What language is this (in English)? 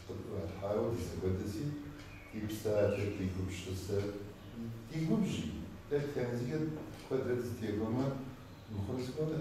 Kabardian